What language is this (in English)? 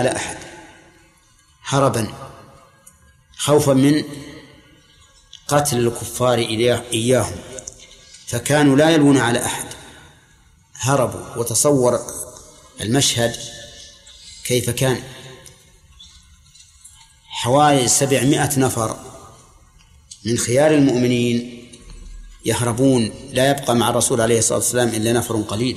Arabic